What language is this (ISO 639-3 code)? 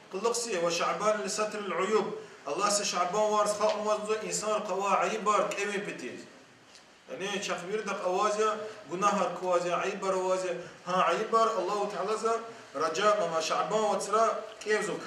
lez